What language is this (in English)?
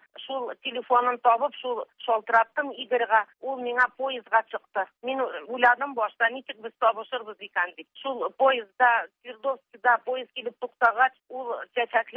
Tatar